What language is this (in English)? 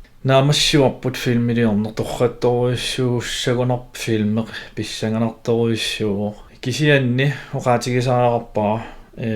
Kalaallisut